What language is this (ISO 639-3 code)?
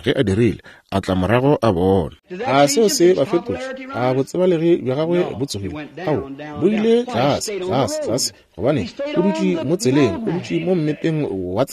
nso